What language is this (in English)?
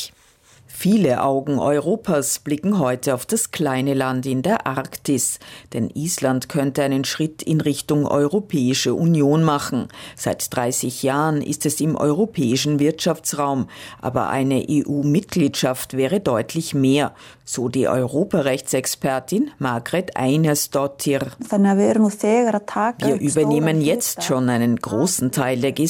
German